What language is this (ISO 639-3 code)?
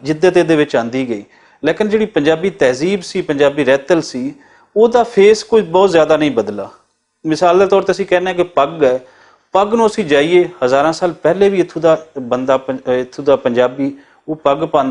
lah